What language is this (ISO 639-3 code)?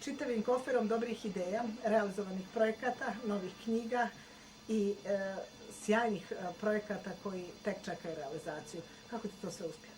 bos